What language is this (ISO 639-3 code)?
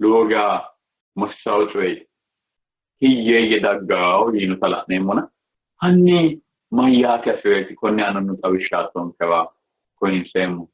sid